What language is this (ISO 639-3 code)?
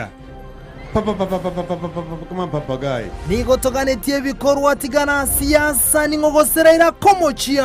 guz